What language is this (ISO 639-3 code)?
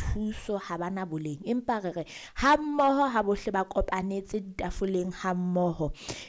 sot